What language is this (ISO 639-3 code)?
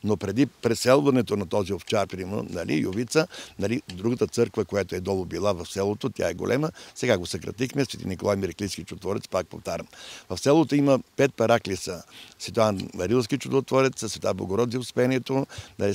bul